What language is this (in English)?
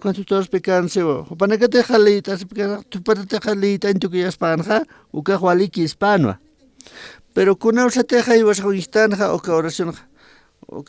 Aymara